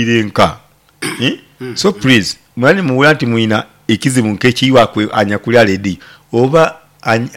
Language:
Nyoro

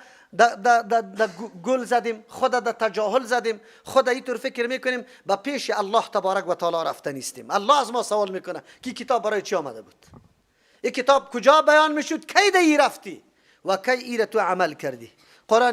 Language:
Persian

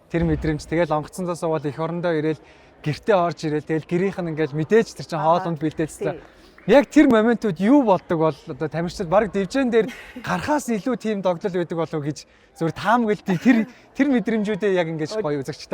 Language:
Mongolian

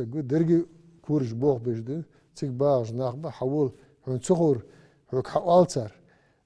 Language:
Ingush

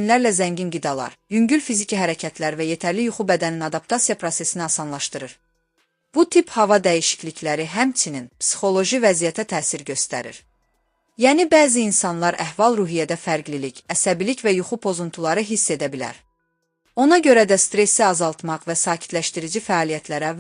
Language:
Azerbaijani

